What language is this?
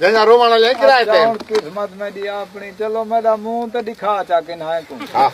Saraiki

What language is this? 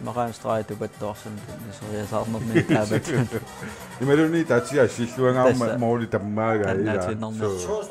Kalaallisut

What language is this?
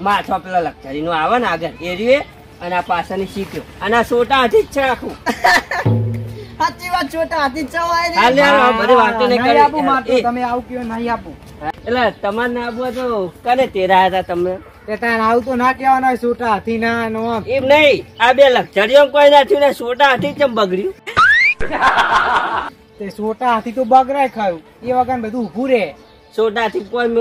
Gujarati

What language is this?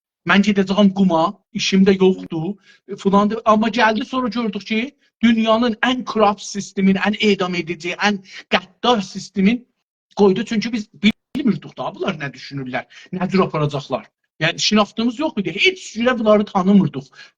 South Azerbaijani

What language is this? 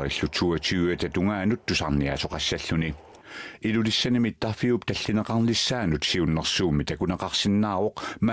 Kalaallisut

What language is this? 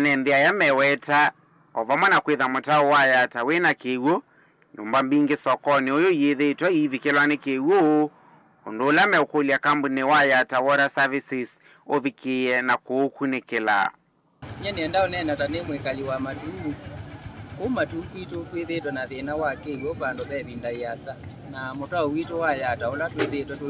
Kamba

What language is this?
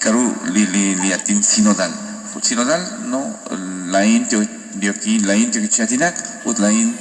Kekchí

